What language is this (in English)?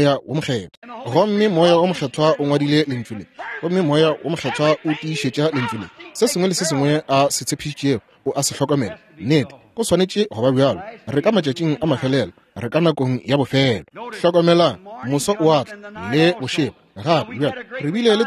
Northern Sotho